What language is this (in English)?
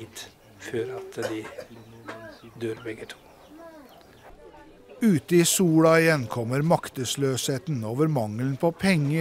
Norwegian